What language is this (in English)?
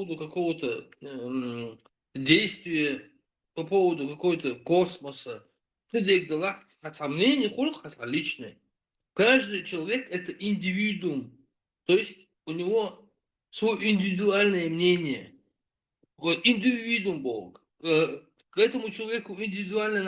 Chechen